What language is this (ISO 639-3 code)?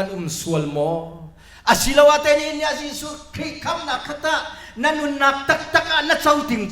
cnh